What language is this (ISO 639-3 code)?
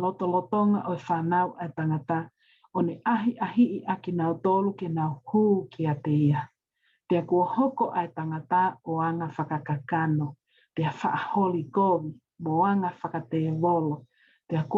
ton